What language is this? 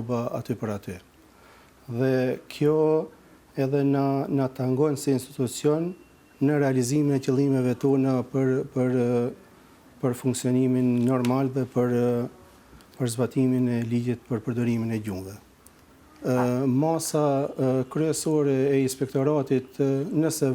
Albanian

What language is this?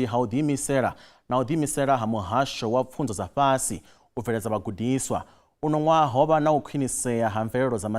Venda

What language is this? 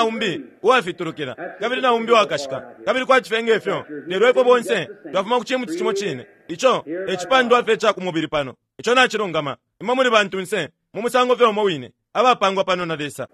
Bemba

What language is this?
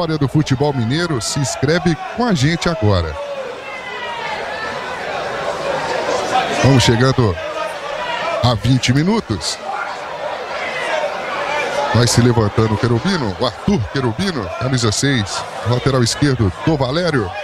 Portuguese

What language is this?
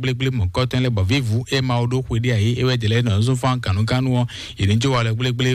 Fon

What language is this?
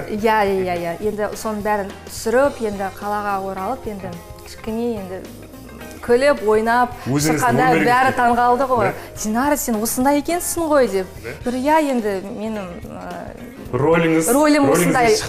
Kazakh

